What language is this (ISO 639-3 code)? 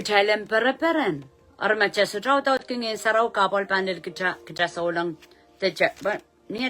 pon